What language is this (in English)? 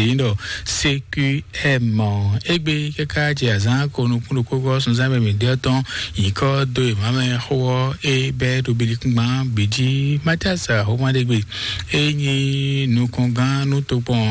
Fon